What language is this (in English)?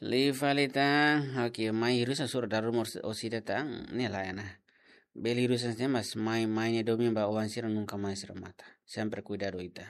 Tetum